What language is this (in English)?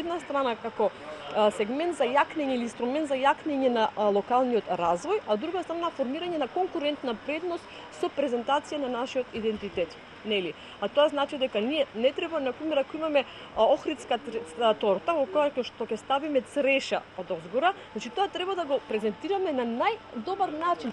Macedonian